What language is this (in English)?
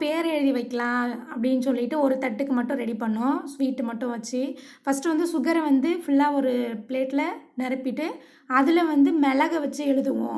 Tamil